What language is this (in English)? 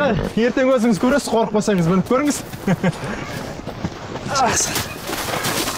Kazakh